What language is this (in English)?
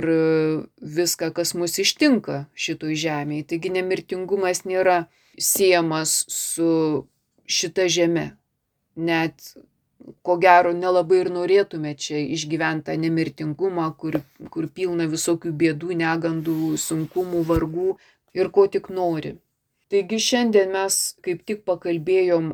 Lithuanian